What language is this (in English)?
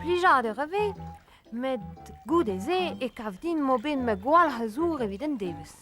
Breton